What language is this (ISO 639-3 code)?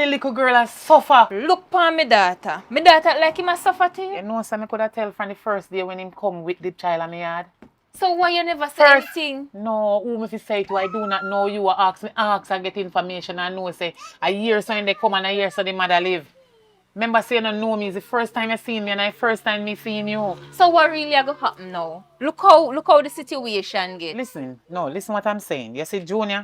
jam